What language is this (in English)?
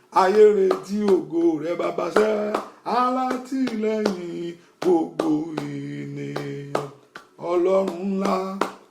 Yoruba